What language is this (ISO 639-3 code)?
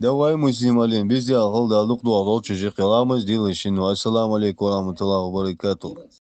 che